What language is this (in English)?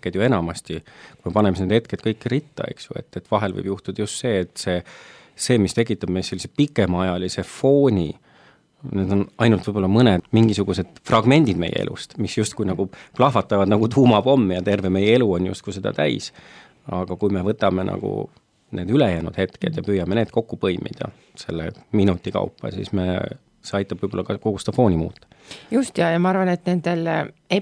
Estonian